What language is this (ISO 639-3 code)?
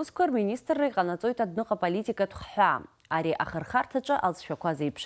abk